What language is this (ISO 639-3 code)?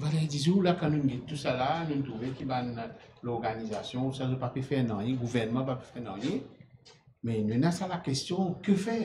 mfe